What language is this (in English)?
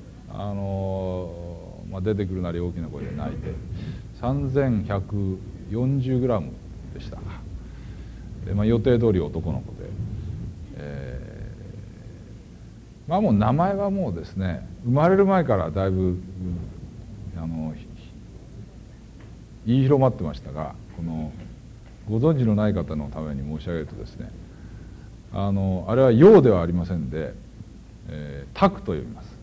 Japanese